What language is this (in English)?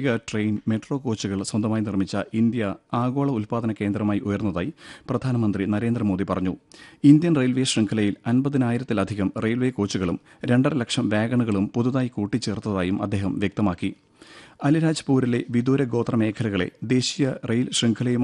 Malayalam